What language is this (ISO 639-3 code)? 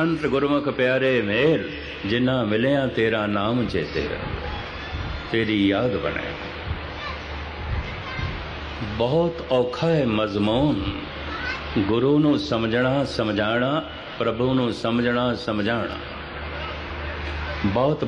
pan